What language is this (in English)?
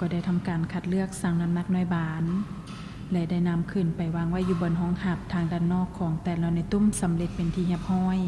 Lao